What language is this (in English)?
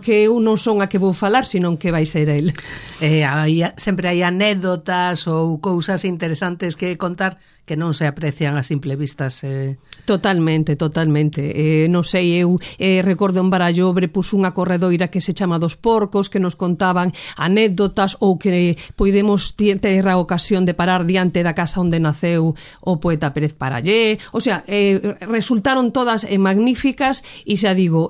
Galician